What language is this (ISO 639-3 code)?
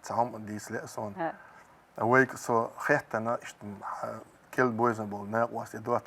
che